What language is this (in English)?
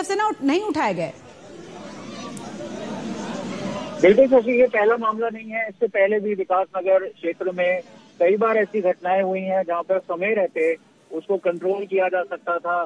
Hindi